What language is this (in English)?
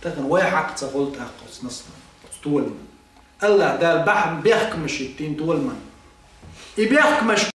Chechen